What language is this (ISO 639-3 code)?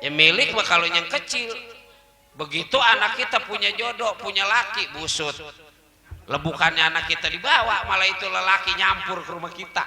bew